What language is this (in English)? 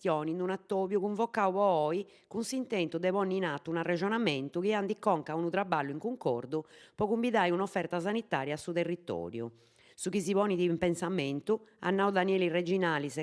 Sardinian